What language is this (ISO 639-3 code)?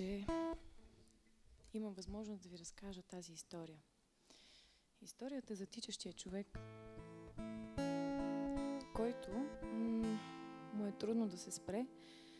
bul